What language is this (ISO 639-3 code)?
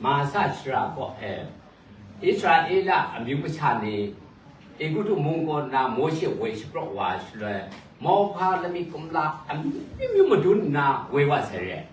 kac